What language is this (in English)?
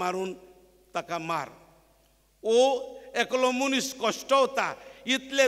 Konkani